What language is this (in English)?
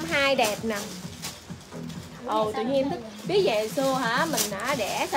Vietnamese